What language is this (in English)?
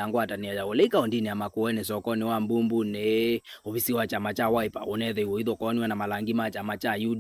Kamba